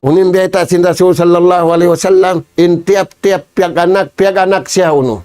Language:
Tausug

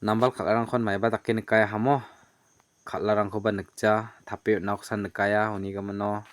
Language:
Garo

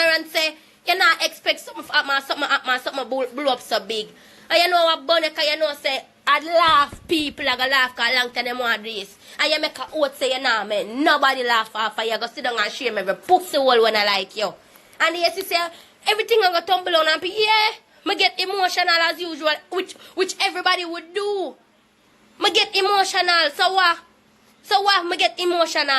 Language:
Jamaican Creole English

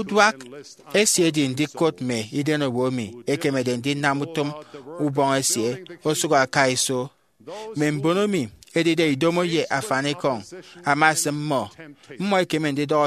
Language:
Efik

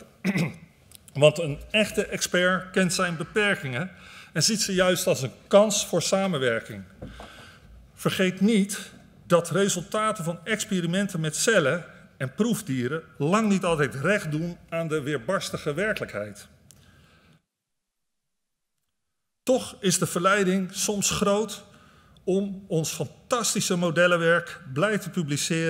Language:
Dutch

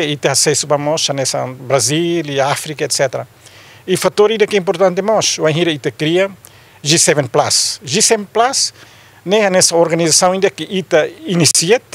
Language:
Tetum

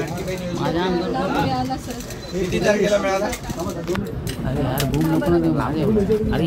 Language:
Marathi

